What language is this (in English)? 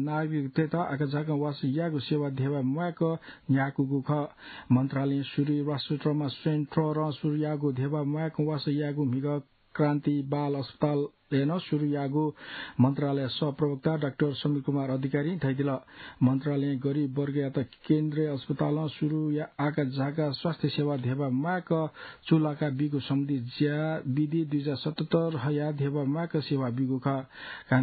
Newari